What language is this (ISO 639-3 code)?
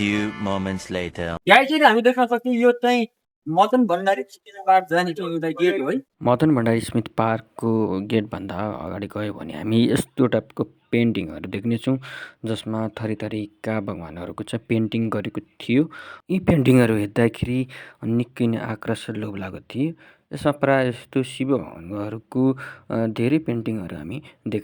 nep